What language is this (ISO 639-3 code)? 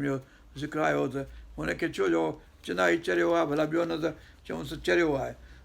snd